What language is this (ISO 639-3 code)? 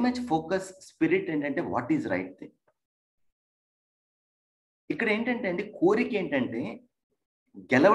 tel